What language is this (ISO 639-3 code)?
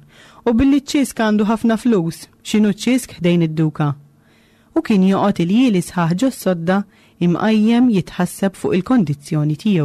mlt